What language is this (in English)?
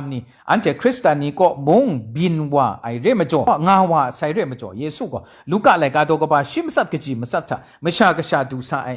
Kachin